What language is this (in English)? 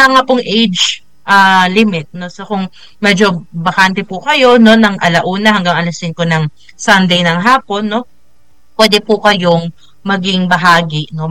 Filipino